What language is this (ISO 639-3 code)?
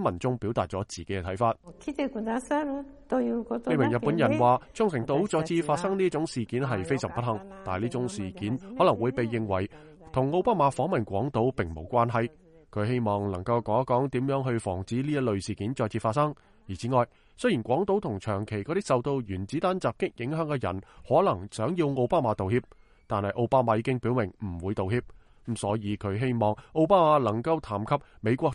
yue